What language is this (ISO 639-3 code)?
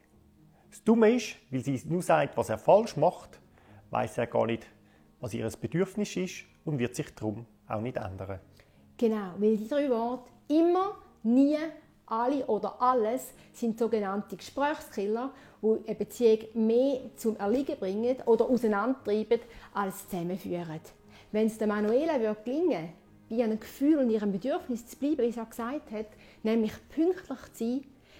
gsw